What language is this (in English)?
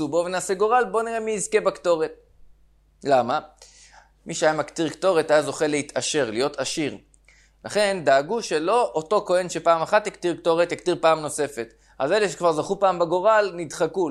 Hebrew